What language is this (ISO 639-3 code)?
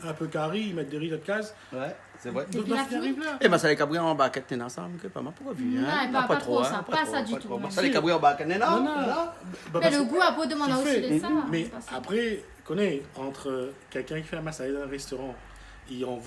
rcf